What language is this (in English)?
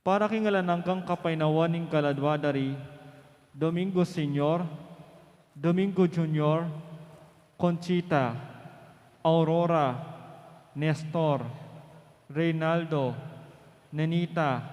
Pampanga